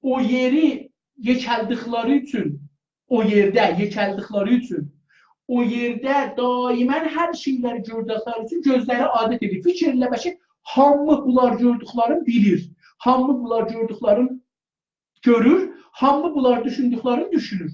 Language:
South Azerbaijani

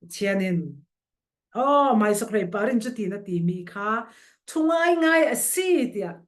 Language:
Falam Chin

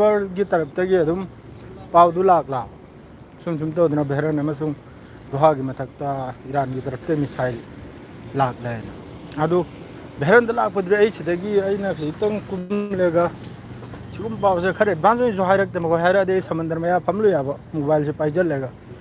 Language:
Manipuri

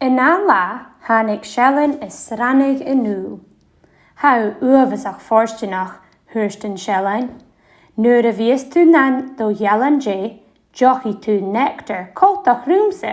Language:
Scottish Gaelic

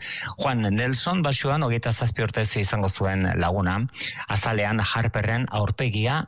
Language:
Basque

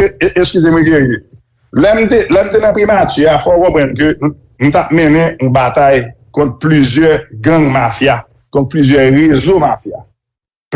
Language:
Haitian Creole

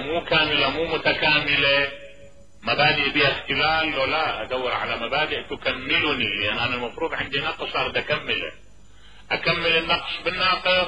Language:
Mesopotamian Arabic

